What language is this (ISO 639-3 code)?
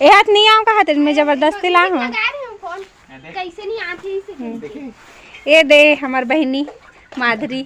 hne